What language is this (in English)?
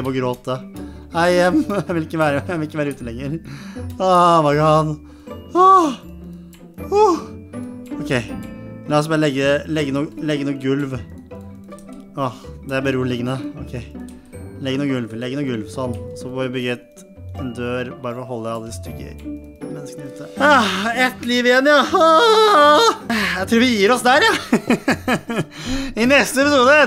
Norwegian